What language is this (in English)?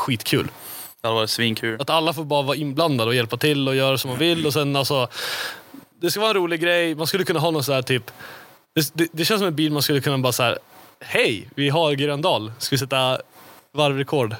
Swedish